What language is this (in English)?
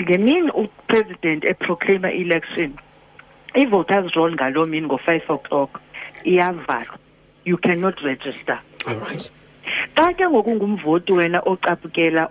Xhosa